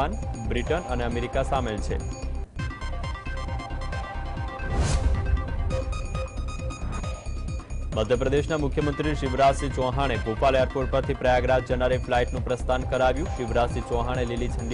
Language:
Gujarati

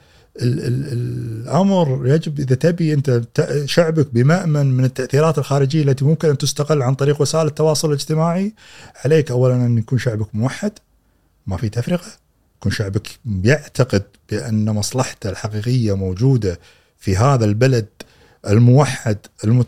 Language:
Gulf Arabic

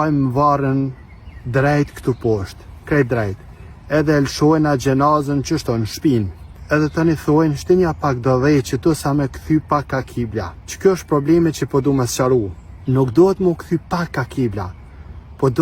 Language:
Albanian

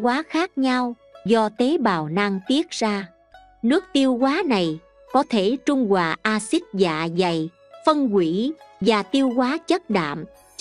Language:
Vietnamese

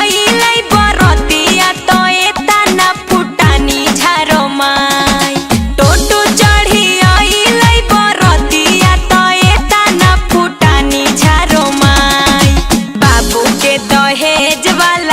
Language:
Magahi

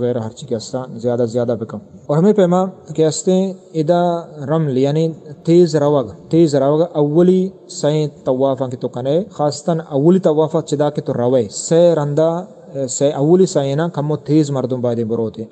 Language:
Eastern Balochi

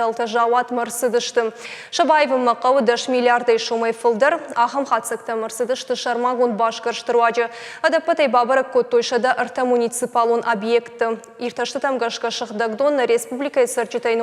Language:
Ossetic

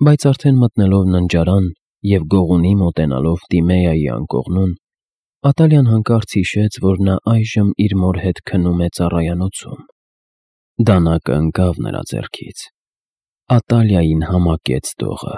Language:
Armenian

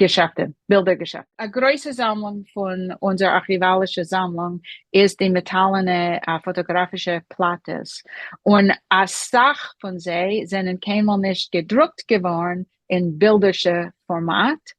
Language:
Yiddish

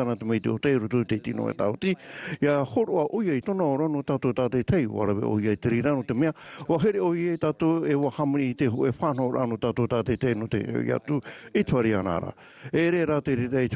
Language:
Tahitian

